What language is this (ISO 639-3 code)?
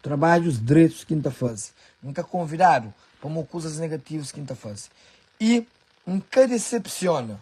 kea